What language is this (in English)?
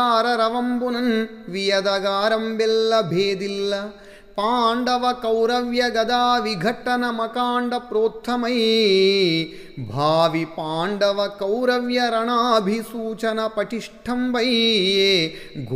Telugu